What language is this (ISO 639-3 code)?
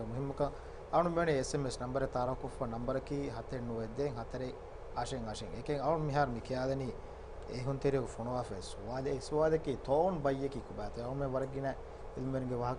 div